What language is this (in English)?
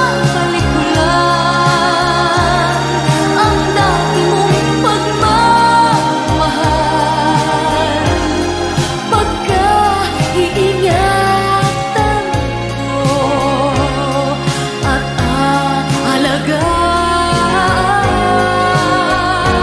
Filipino